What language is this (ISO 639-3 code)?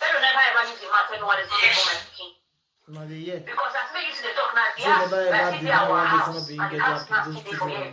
pcm